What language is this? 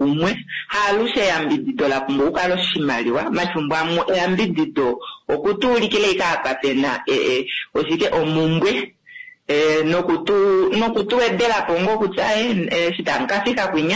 Kuanyama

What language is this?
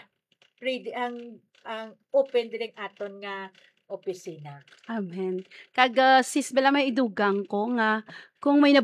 Hiligaynon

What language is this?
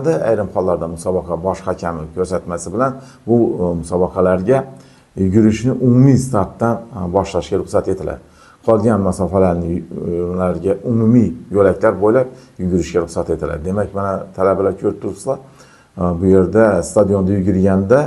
Uzbek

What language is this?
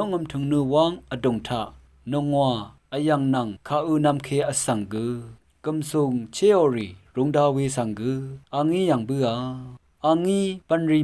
Rawang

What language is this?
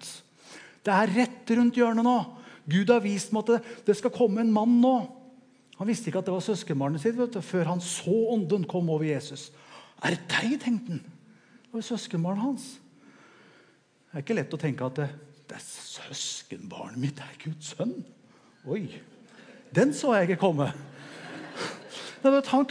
Norwegian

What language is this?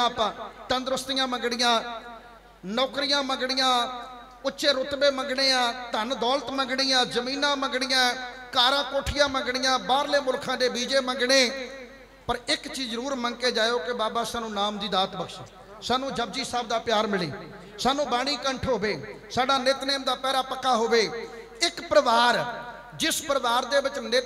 Punjabi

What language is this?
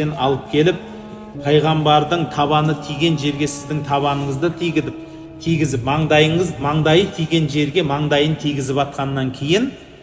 Kazakh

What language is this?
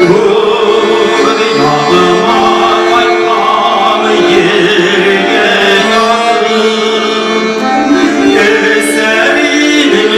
Bashkir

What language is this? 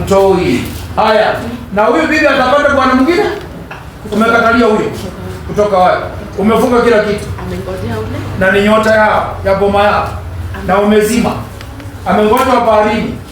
Swahili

